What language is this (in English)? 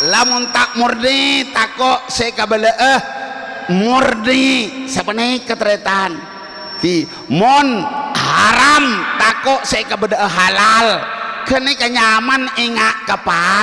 Madurese